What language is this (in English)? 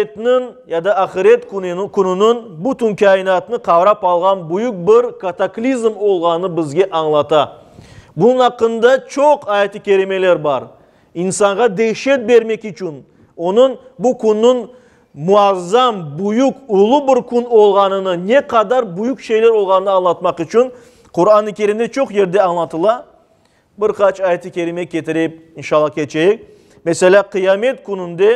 Crimean Tatar